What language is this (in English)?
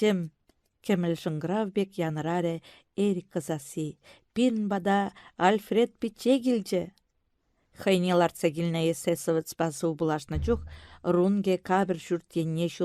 Chuvash